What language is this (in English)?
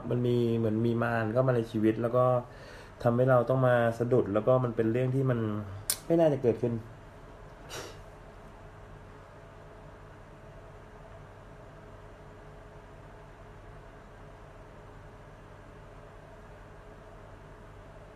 Thai